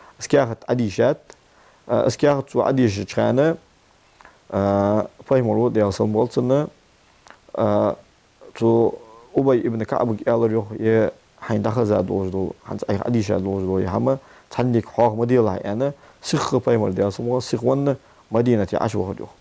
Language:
Ingush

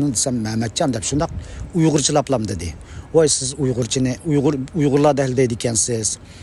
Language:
Uyghur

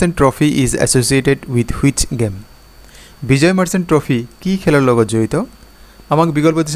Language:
Assamese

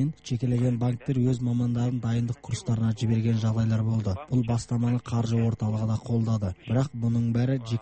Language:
Kazakh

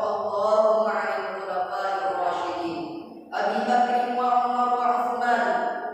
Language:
Buginese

